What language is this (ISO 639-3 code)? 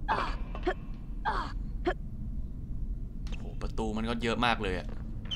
tha